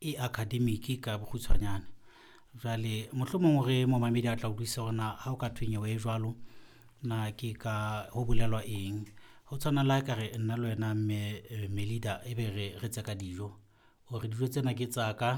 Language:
Southern Sotho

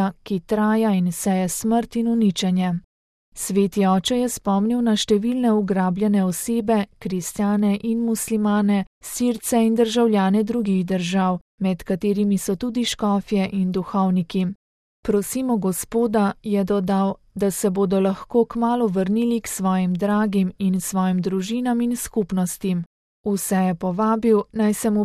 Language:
Slovenian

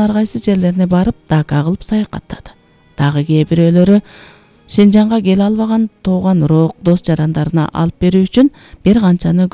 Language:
Kyrgyz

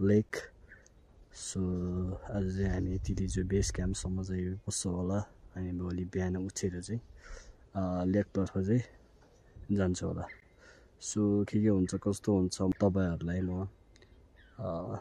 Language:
Nepali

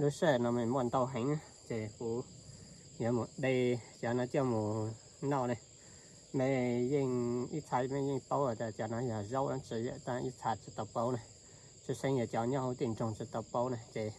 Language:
Hmong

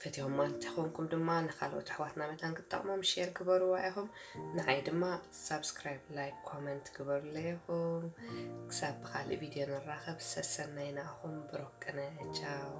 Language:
Tigrinya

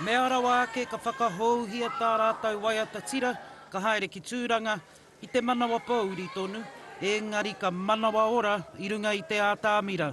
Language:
Māori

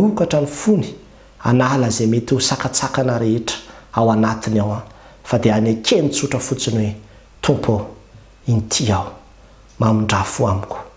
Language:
Malagasy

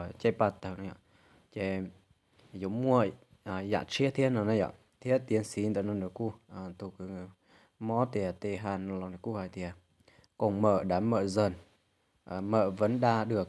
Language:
Hmong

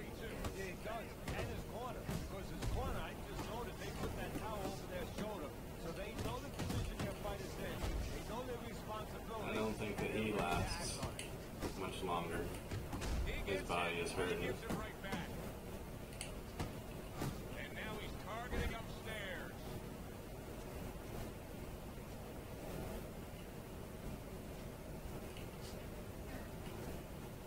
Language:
English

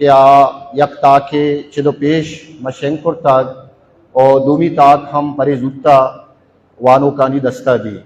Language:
Baluchi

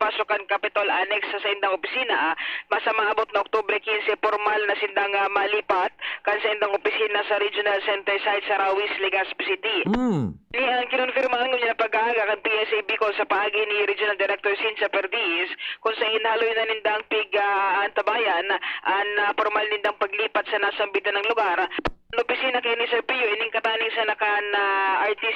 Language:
Bikol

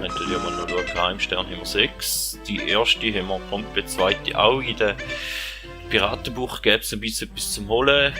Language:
Swiss German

